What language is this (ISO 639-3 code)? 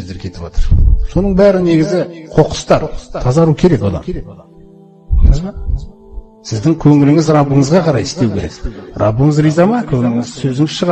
kaz